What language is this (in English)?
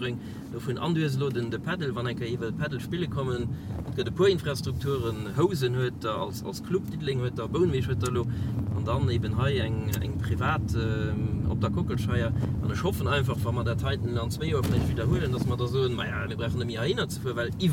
Luxembourgish